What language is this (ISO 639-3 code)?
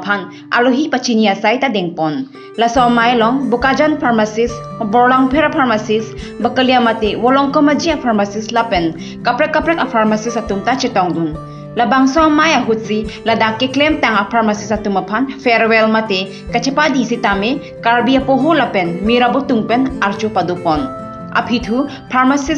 mjw